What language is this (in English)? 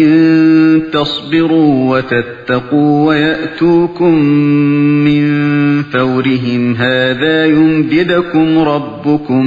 Uyghur